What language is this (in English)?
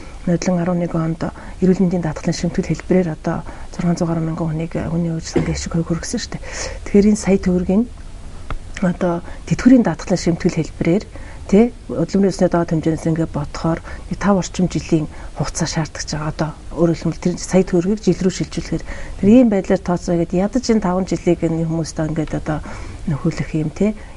Mongolian